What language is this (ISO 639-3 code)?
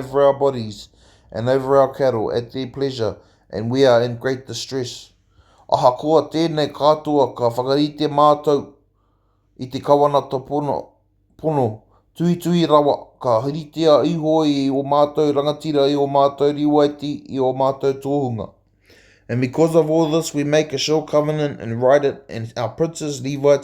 mri